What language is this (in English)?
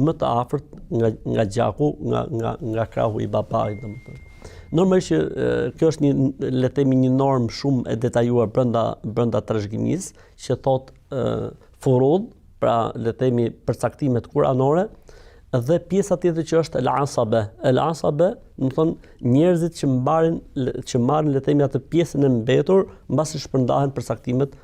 Albanian